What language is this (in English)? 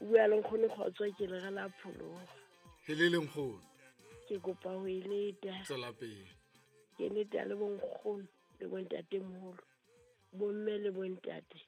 Southern Sotho